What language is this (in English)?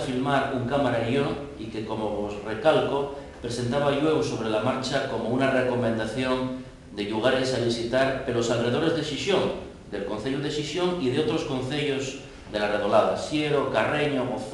Asturian